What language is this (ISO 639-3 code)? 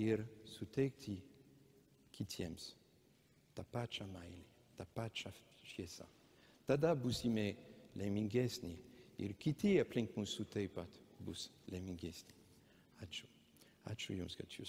lit